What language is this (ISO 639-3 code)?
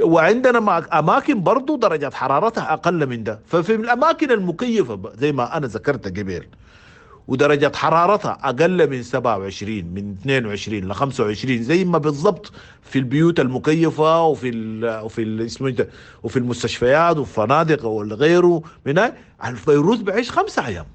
apd